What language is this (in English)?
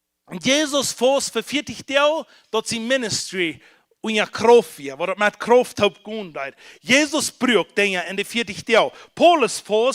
Plautdietsch